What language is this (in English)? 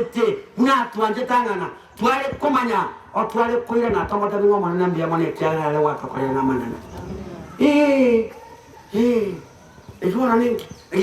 Gusii